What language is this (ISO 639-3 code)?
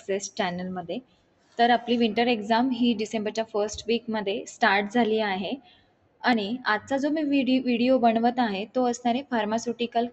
mar